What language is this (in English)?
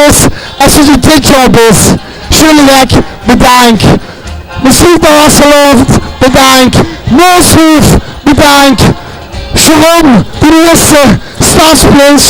Limburgish